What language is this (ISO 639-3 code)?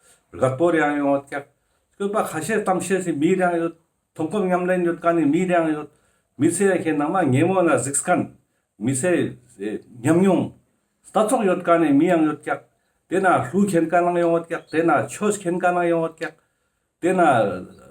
lbj